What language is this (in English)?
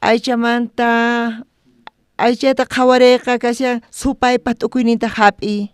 South Bolivian Quechua